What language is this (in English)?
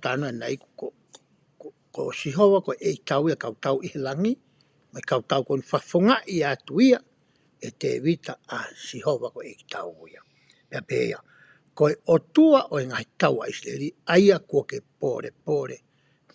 Tongan